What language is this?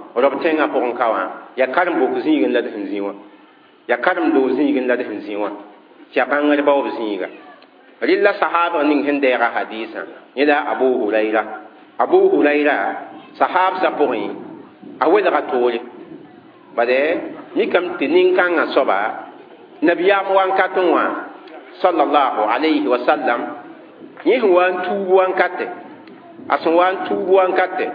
Mossi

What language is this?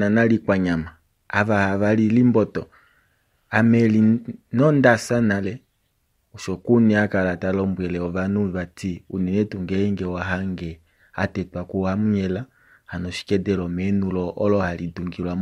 Kuanyama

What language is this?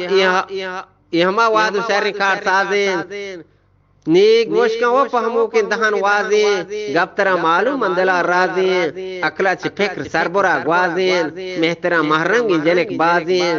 Eastern Balochi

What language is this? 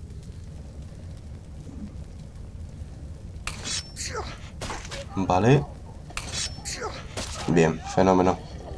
Spanish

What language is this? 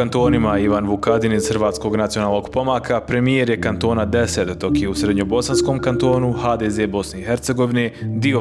Bosnian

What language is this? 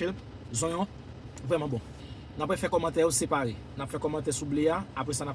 Haitian Creole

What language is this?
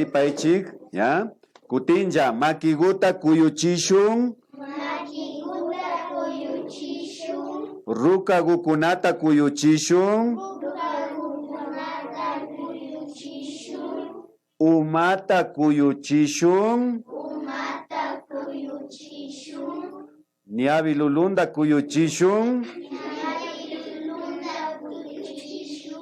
Imbabura Highland Quichua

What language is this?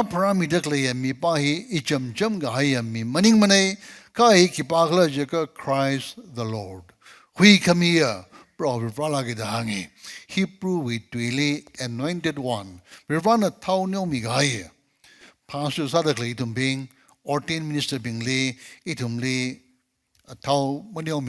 Tangkhul Naga (India)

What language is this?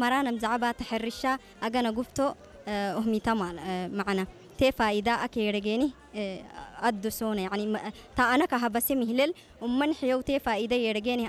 Tigrinya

